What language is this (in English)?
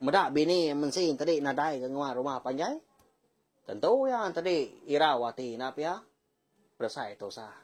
Iban